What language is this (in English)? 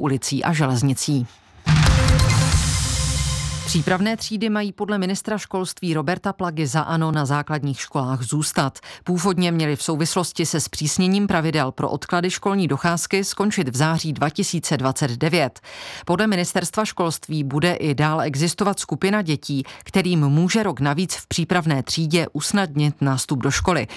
Czech